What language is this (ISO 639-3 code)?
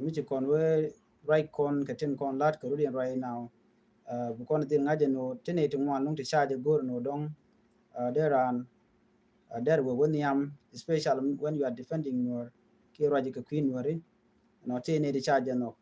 nus